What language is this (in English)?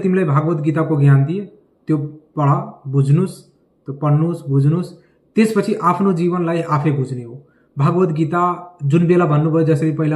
Nepali